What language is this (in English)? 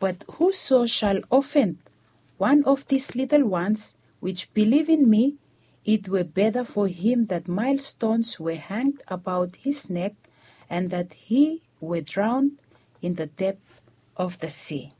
Bislama